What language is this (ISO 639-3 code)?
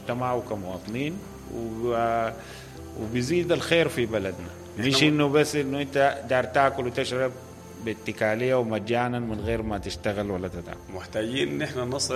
apd